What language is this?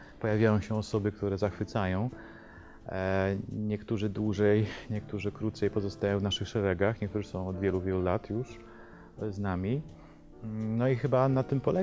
Polish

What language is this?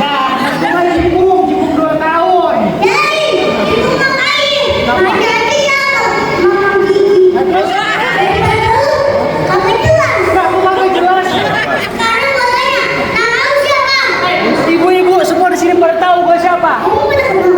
Betawi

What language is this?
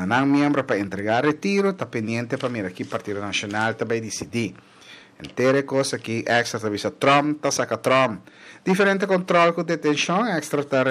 Papiamento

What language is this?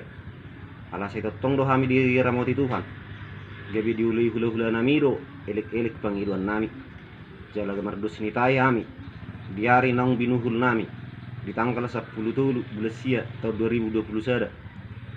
Batak Toba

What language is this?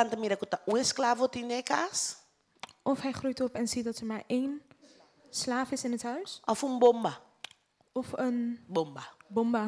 Papiamento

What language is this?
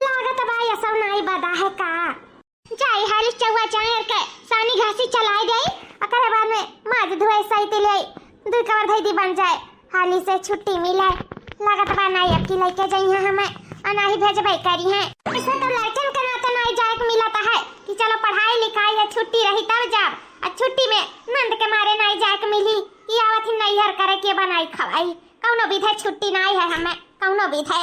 Awadhi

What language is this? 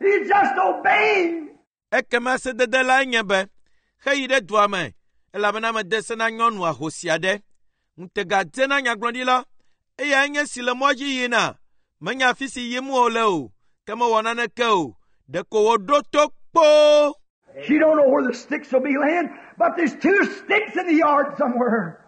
Ewe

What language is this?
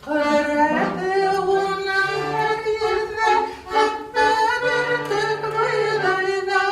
Bashkir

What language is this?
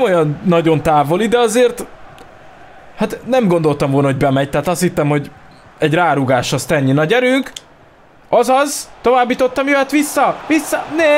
Hungarian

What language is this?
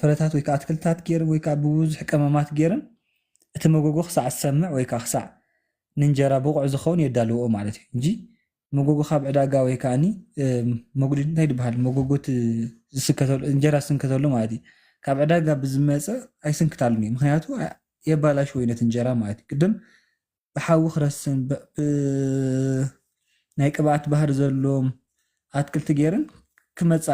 Tigrinya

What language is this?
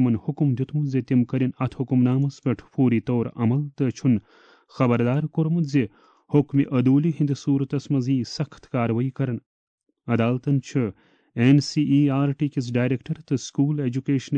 Kashmiri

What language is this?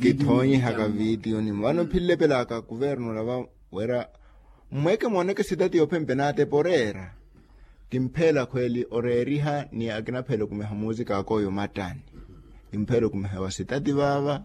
Makhuwa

